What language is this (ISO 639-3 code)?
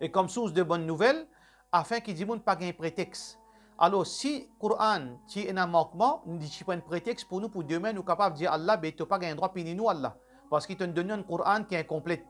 mfe